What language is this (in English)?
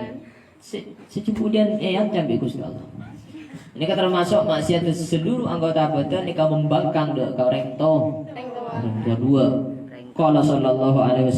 Madurese